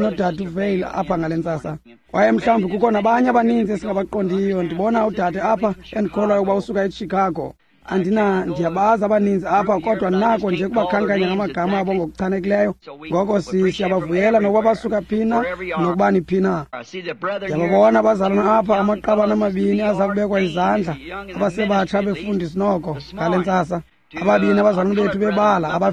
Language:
Xhosa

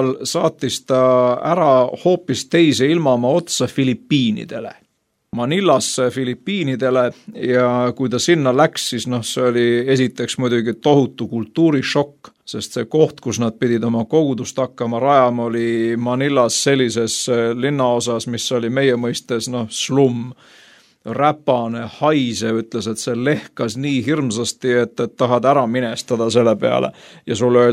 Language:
Estonian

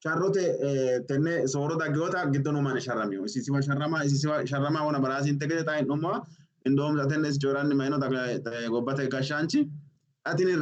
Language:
Sidamo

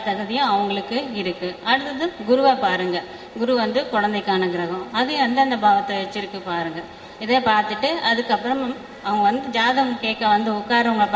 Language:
Tamil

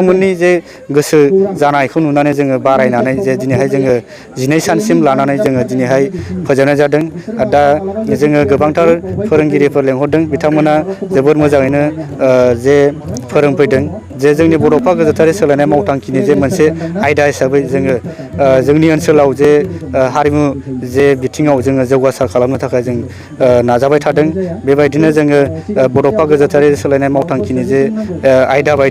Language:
Bodo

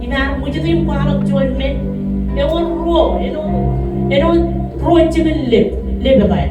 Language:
Marshallese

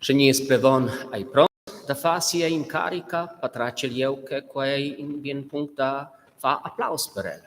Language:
Romansh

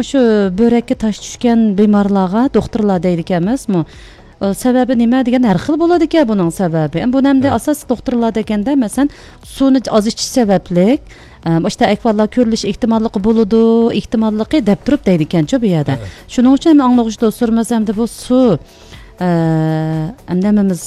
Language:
Uyghur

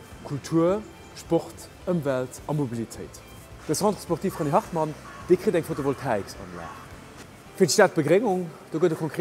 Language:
Luxembourgish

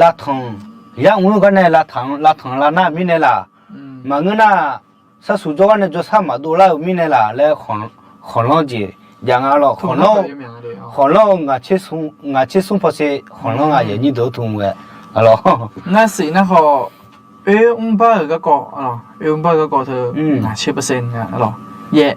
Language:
Akha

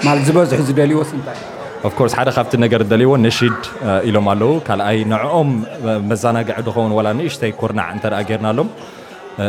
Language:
Tigrinya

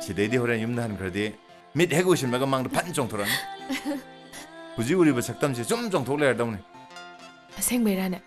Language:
Manipuri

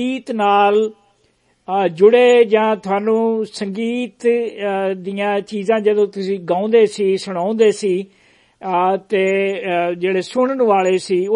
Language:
Punjabi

